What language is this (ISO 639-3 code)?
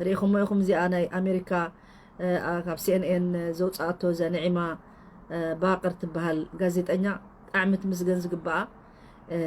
tir